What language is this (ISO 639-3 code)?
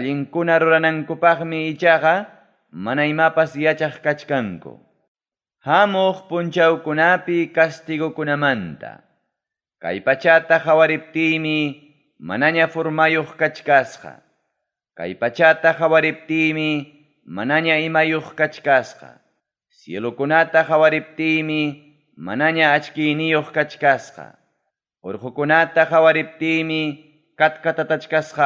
quy